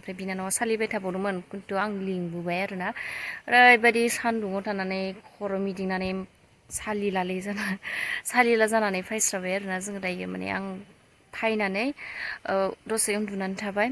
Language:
Bodo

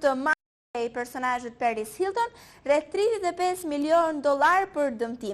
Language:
Albanian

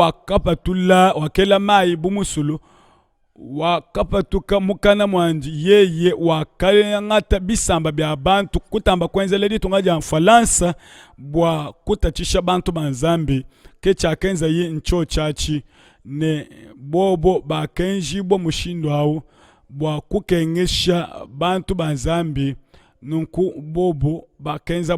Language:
Luba-Lulua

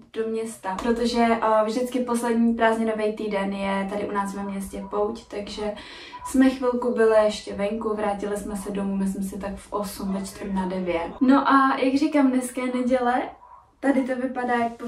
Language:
Czech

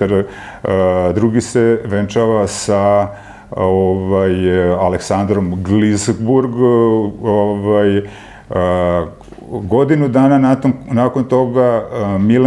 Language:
Serbian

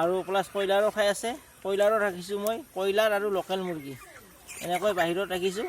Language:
Assamese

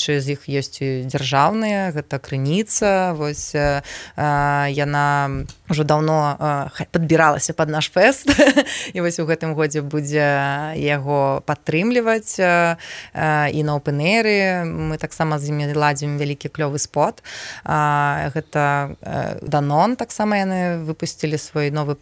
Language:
Belarusian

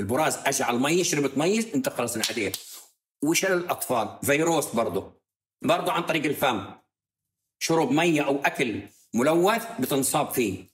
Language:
North Levantine Arabic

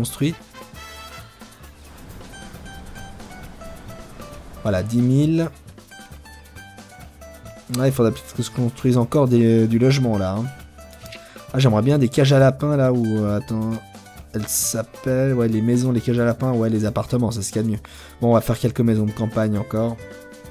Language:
French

